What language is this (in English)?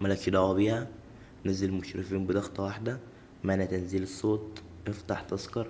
Egyptian Arabic